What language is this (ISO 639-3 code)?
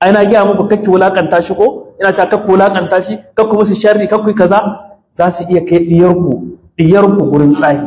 hau